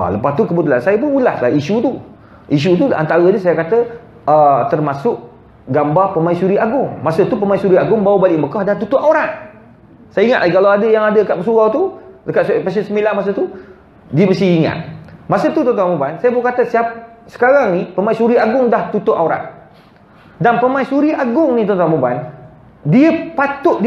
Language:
Malay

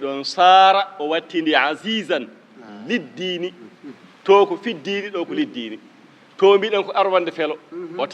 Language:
Fula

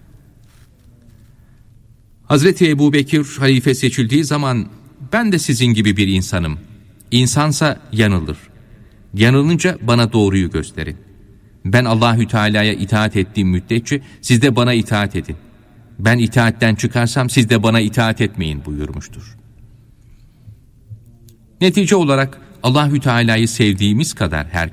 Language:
Turkish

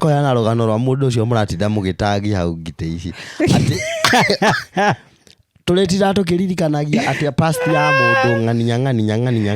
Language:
Kikuyu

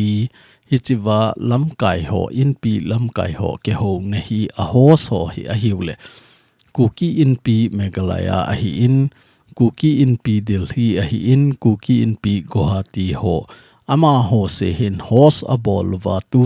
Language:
Thado Chin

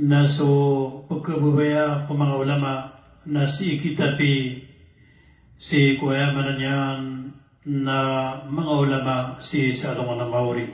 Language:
Maranao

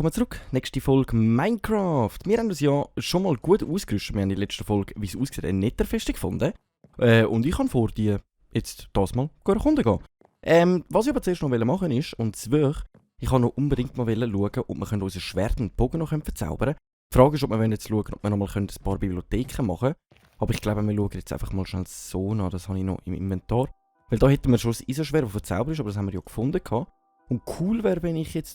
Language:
Swiss German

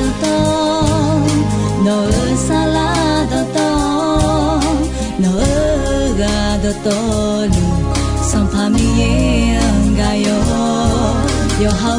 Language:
Akha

